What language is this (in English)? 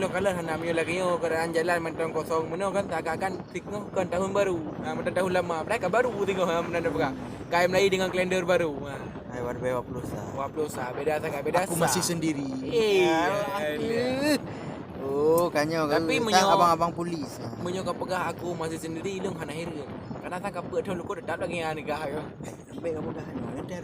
Achinese